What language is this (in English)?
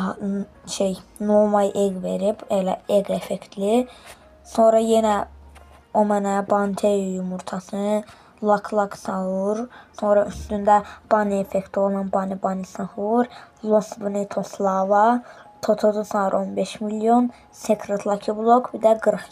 Azerbaijani